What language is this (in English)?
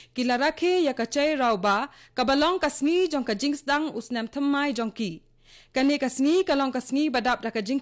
Khasi